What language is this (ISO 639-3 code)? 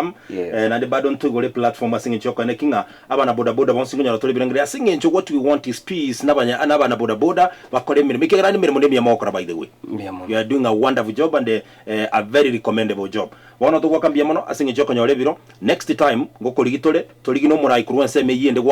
guz